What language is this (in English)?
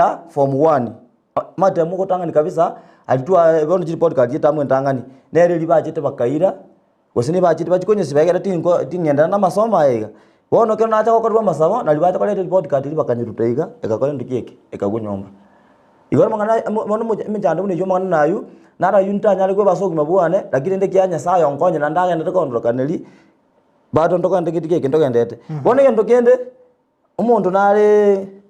Gusii